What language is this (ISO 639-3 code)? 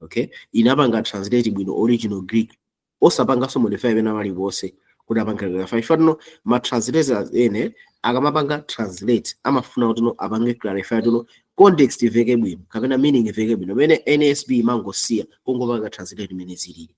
nya